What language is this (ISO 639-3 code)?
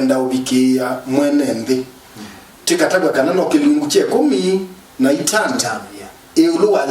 kam